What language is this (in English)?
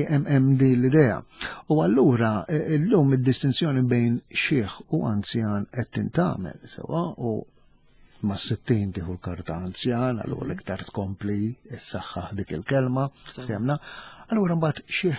Maltese